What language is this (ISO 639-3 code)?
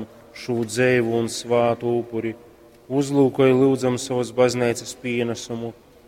ltg